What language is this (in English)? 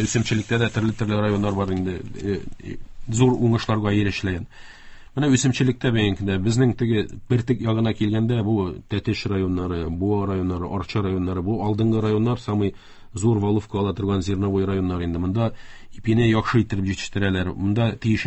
Tatar